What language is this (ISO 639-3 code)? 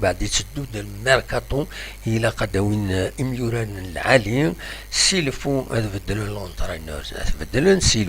kab